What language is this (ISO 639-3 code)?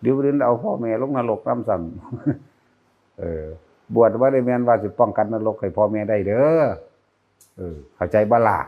tts